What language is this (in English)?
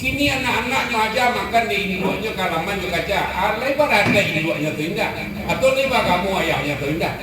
Minangkabau